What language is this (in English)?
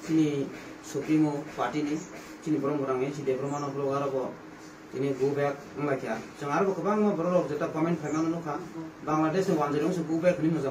Kok Borok